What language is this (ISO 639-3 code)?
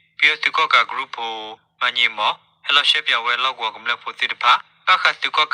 ksw